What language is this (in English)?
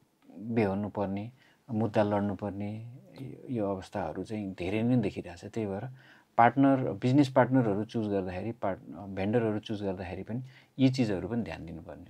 Nepali